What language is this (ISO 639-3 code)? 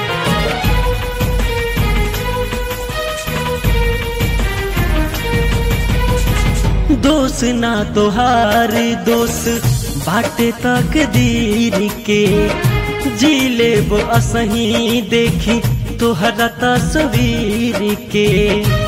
bho